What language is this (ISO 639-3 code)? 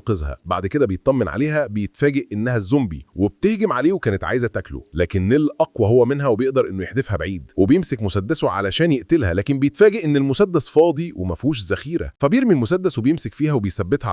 arz